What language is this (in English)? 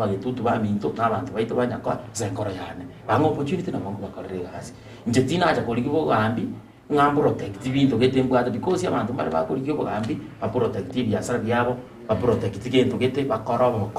Gusii